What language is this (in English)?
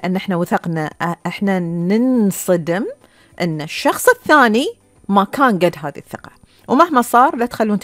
Gulf Arabic